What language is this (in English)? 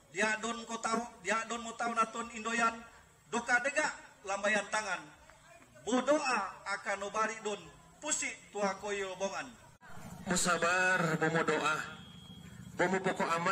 Mongondow